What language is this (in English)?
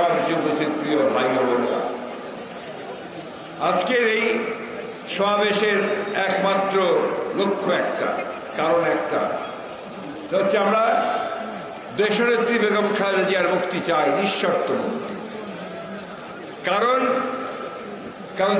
Bangla